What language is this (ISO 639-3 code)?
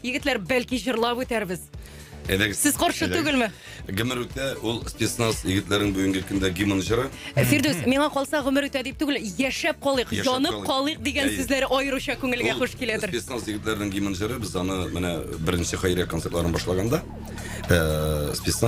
tat